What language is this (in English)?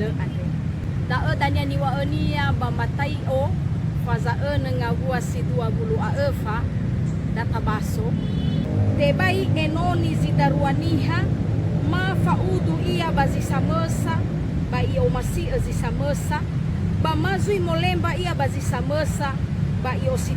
Nias